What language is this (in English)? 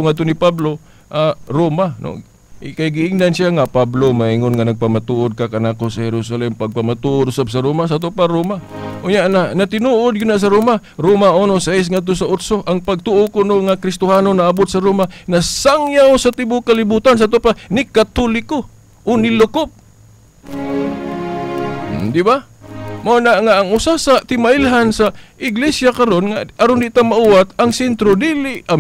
Cebuano